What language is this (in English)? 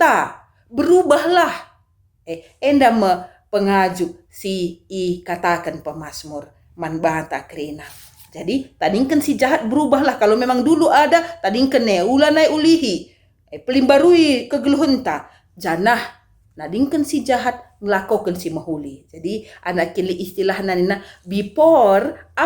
Batak Karo